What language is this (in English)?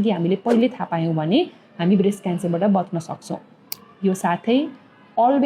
Nepali